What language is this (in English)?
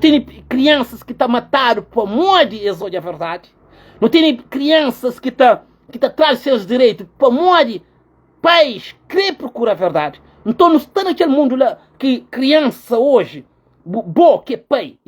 Kabuverdianu